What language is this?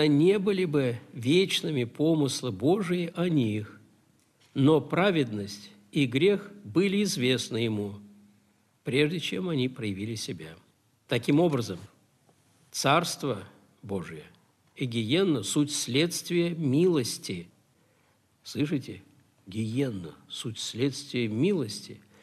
Russian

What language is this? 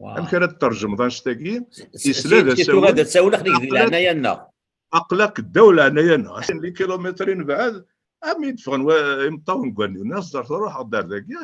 Kabyle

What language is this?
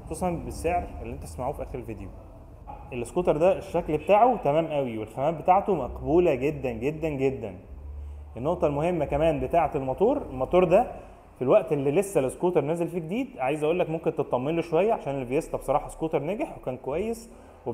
Egyptian Arabic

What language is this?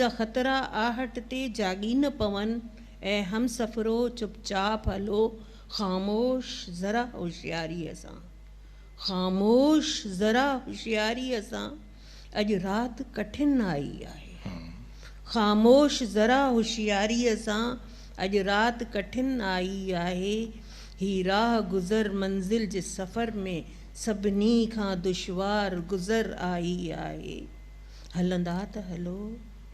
Sindhi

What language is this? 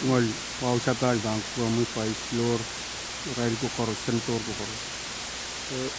Pohnpeian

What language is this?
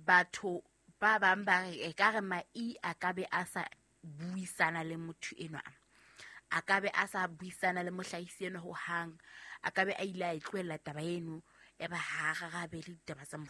Southern Sotho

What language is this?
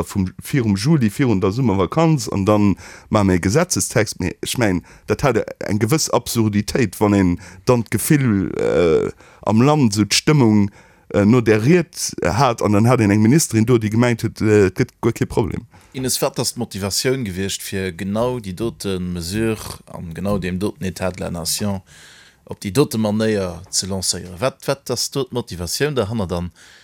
Luxembourgish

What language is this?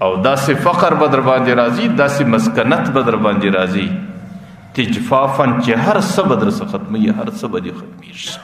Pashto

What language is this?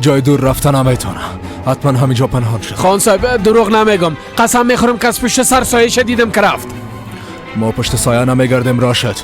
Persian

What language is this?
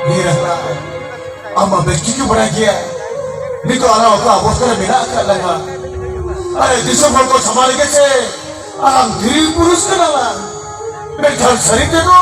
Santali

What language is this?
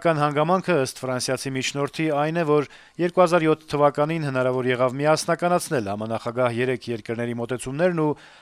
Armenian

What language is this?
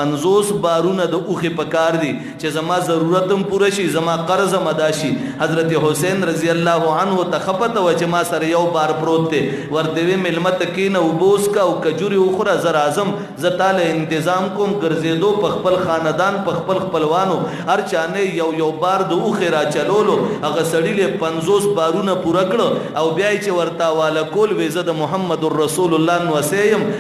Pashto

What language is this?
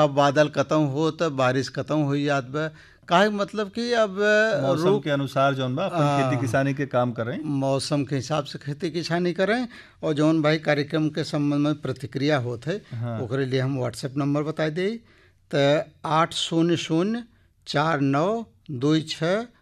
Bhojpuri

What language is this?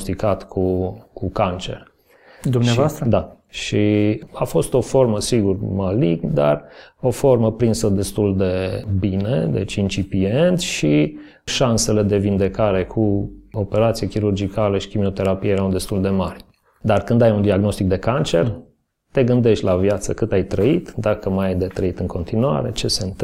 Romanian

